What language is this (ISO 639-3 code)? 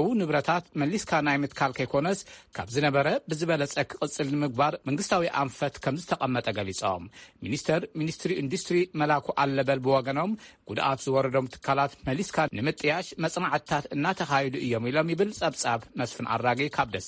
tir